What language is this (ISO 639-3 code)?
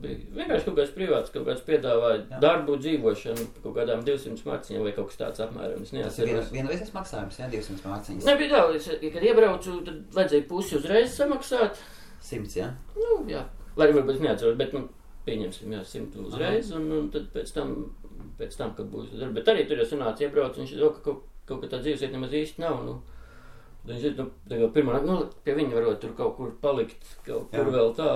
lav